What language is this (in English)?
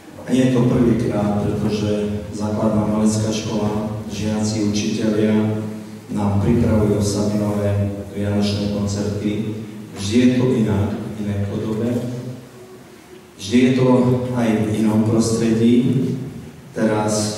Slovak